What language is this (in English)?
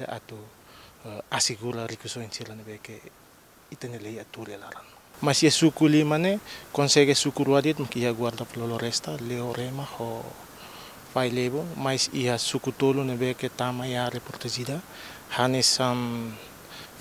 Tetum